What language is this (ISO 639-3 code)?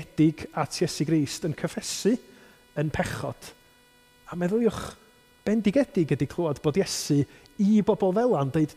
cym